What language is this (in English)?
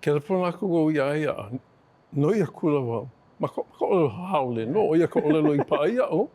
Hawaiian